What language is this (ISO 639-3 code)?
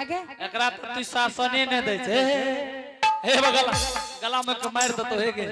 anp